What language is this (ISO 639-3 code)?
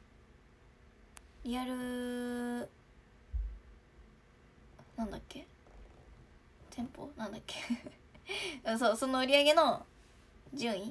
jpn